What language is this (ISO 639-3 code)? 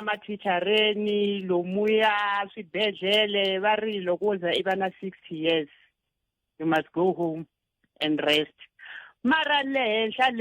tso